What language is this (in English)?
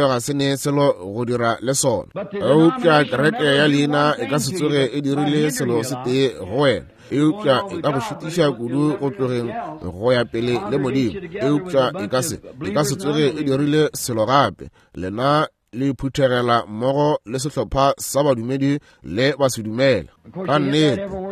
Northern Sotho